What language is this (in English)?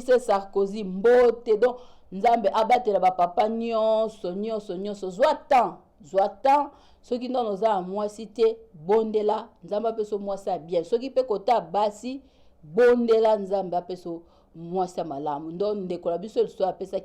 Lingala